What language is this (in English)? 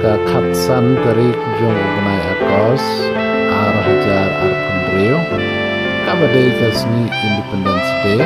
Khasi